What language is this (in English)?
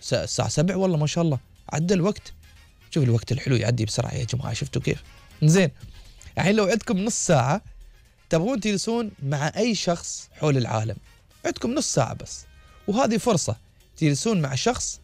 Gulf Arabic